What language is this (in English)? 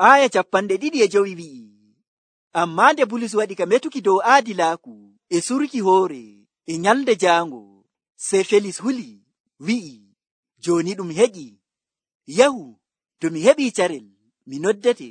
Nigerian Fulfulde